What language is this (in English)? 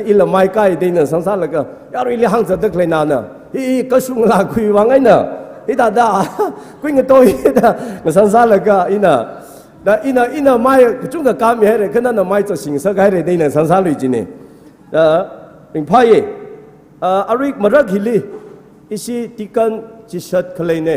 Tangkhul Naga (India)